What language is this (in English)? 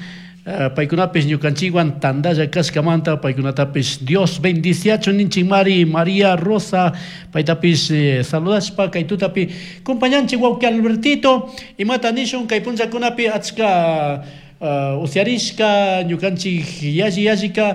Chimborazo Highland Quichua